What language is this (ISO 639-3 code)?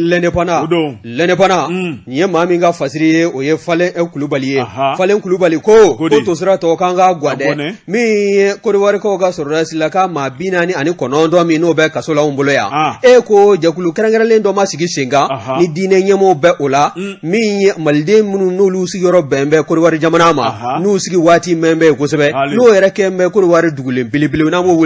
bam